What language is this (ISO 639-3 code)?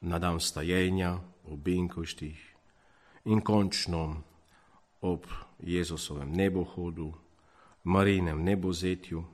slv